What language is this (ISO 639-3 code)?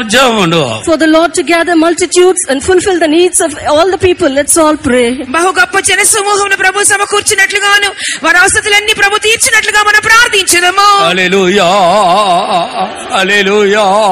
tam